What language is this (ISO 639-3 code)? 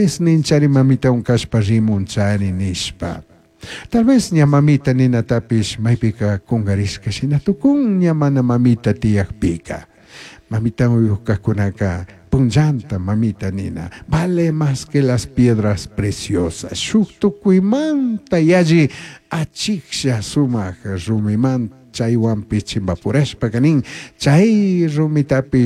qug